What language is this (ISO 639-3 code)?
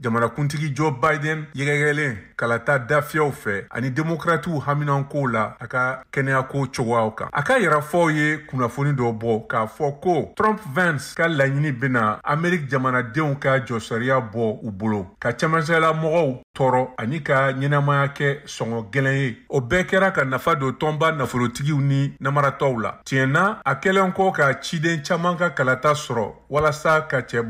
bam